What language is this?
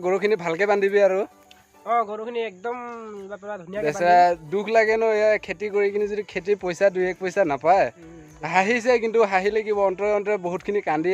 Assamese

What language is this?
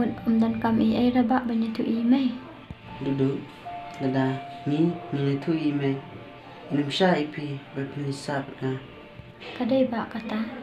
Khasi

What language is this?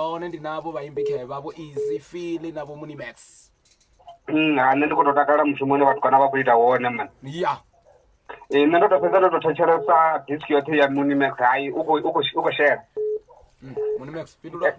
Venda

